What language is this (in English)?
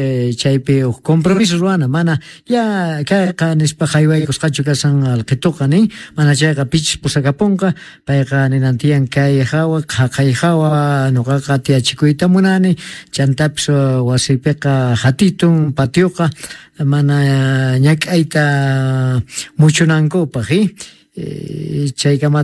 South Bolivian Quechua